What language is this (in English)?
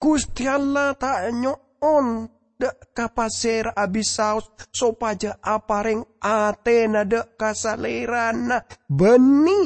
Madurese